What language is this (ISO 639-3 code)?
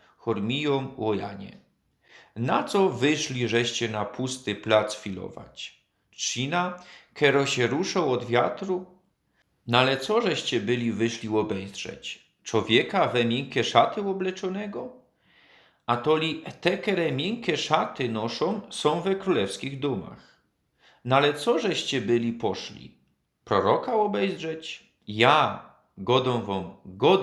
szl